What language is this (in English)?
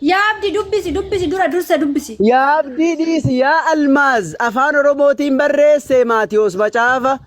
Oromo